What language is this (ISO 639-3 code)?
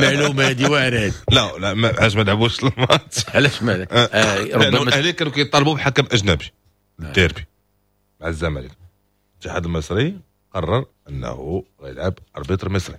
ary